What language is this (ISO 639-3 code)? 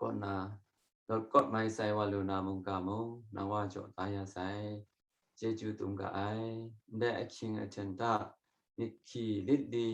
kac